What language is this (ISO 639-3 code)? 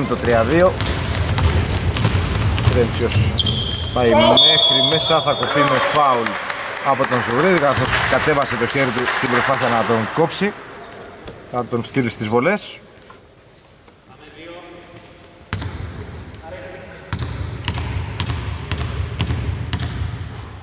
ell